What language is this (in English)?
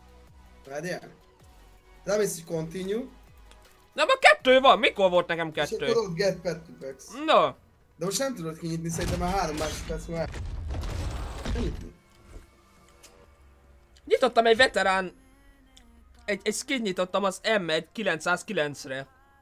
Hungarian